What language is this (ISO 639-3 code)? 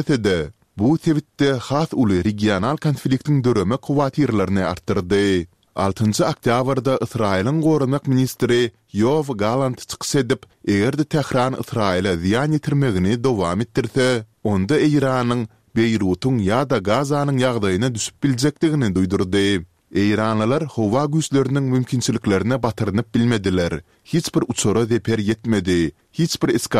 tuk